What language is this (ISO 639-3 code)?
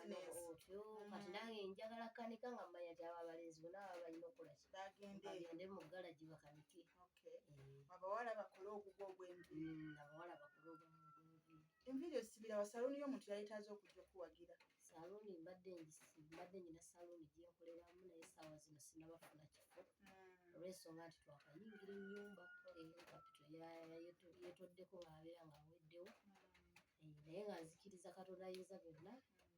lug